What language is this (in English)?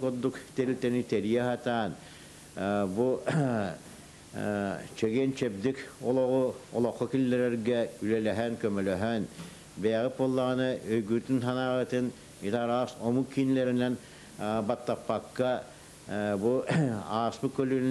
Yakut